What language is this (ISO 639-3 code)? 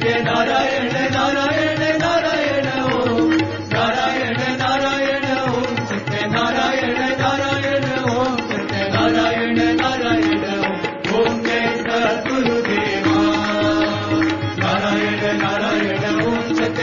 hin